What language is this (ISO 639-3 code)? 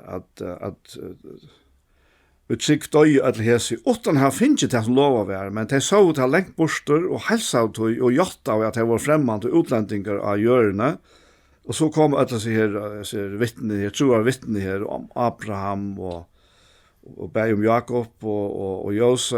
fao